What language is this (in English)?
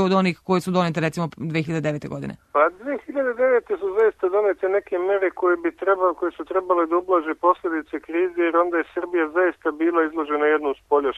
Serbian